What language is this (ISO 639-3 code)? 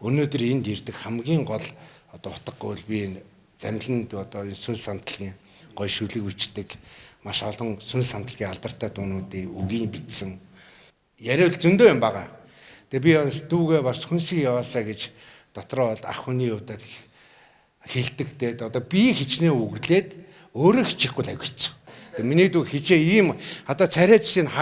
mon